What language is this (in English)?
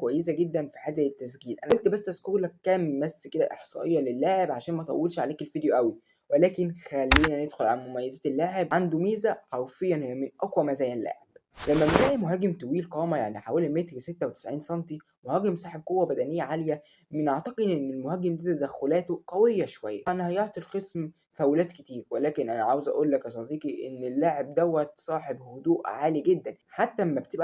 Egyptian Arabic